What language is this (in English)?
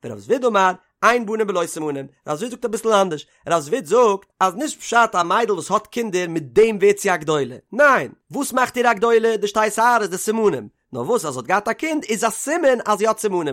Yiddish